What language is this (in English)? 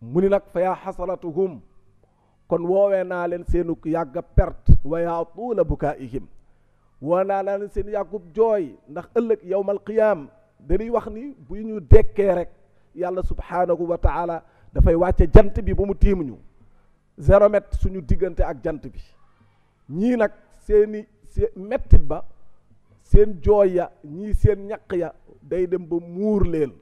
Wolof